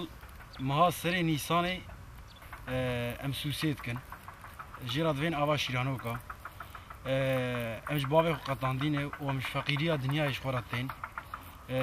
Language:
Kurdish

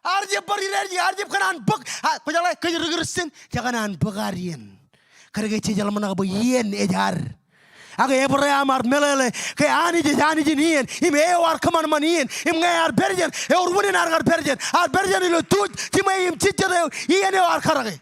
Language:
Marshallese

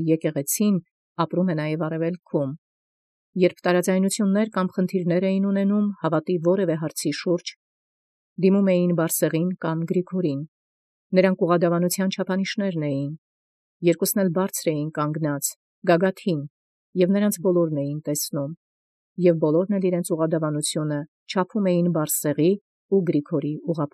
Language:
Armenian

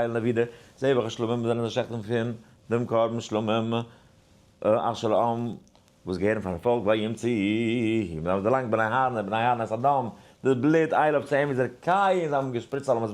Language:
Yiddish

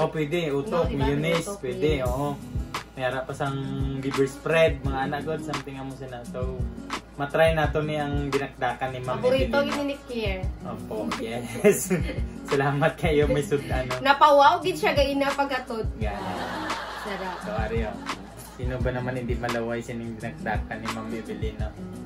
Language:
Hiligaynon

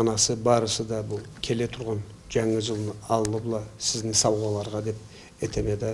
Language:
Karachay-Balkar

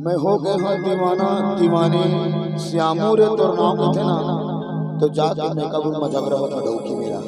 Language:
Chhattisgarhi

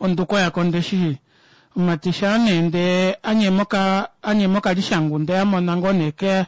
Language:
Kuanyama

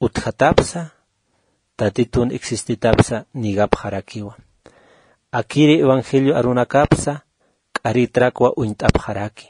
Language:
Aymara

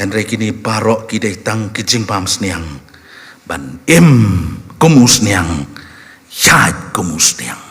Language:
Khasi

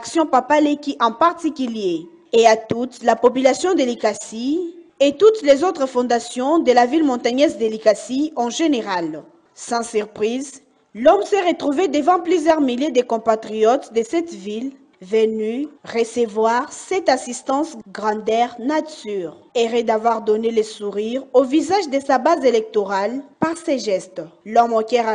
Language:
French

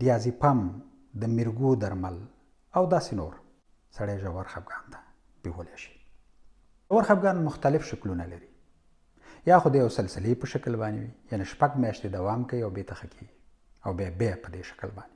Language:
Pashto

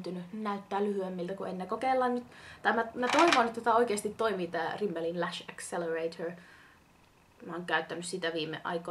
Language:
Finnish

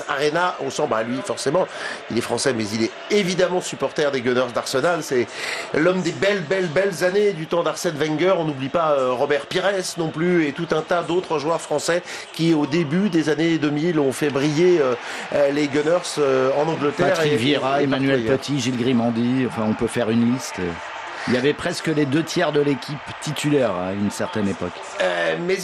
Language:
French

